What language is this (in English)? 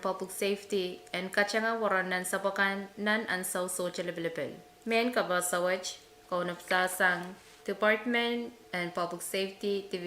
Pohnpeian